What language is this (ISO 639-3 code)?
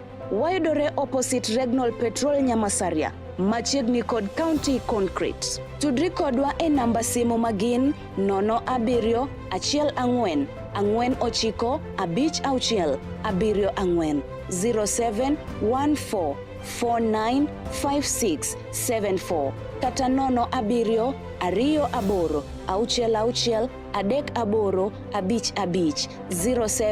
luo